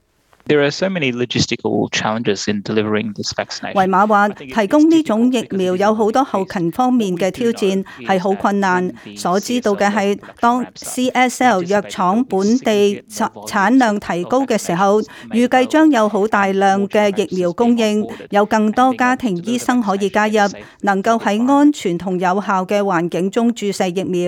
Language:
Cantonese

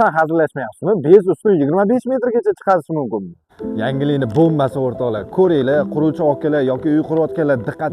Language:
Uzbek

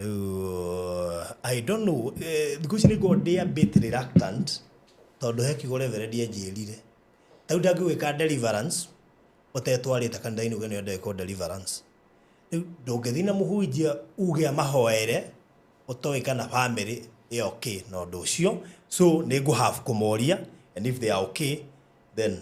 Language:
Kikuyu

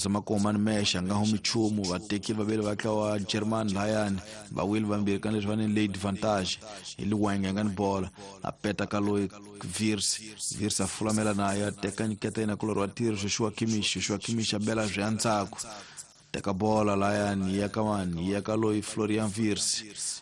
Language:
Tsonga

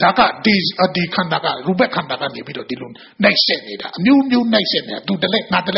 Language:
Burmese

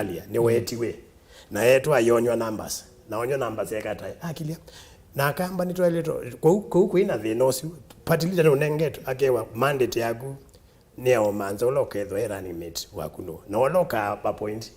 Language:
Kamba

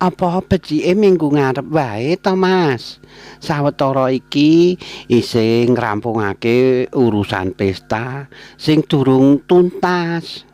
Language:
Javanese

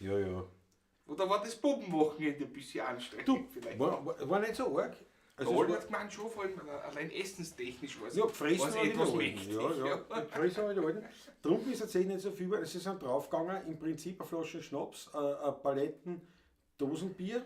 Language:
Bavarian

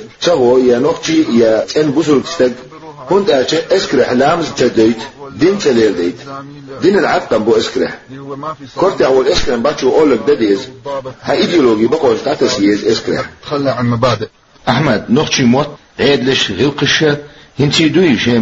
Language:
Chechen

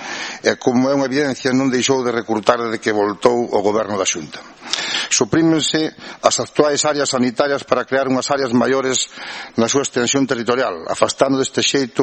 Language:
Galician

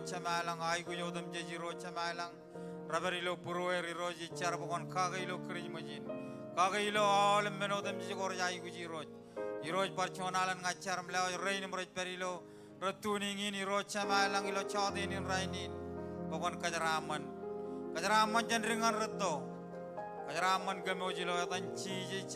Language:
Marshallese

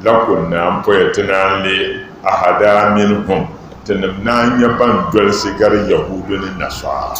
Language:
Dagbani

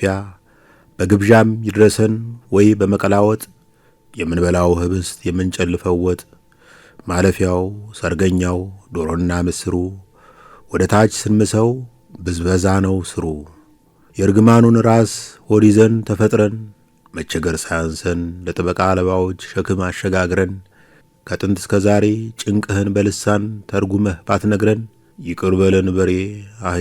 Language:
Amharic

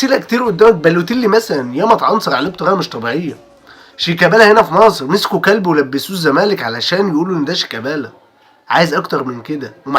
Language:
Egyptian Arabic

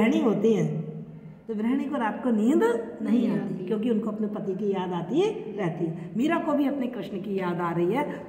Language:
Hindi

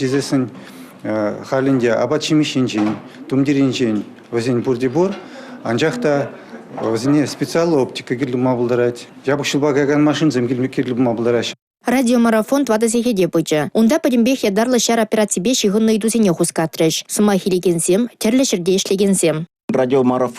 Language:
Chuvash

